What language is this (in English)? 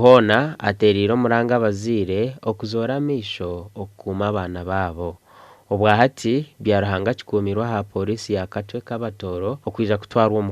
Nyankole